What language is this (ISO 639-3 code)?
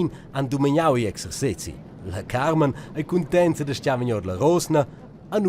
roh